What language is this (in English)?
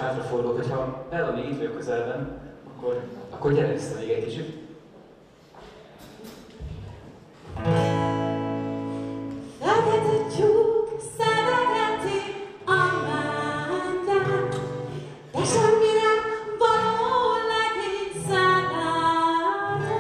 Hungarian